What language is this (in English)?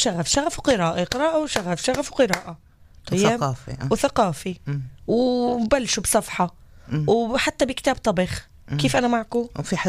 North Levantine Arabic